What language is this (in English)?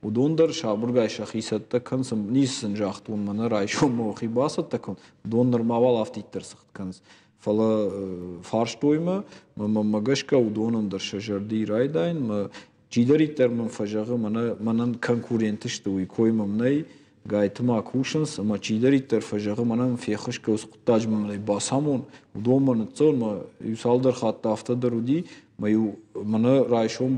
Ossetic